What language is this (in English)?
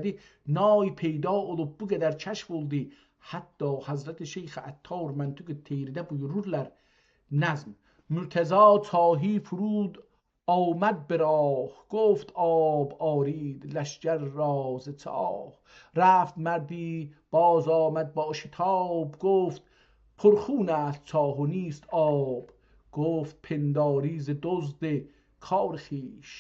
South Azerbaijani